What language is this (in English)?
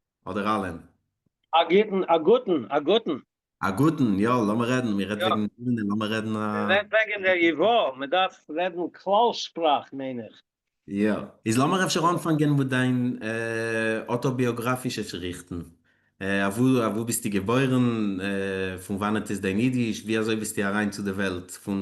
Yiddish